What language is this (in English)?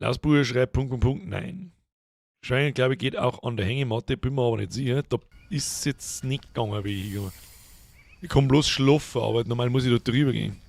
Bavarian